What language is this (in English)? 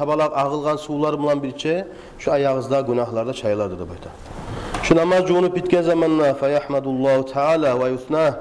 Kumyk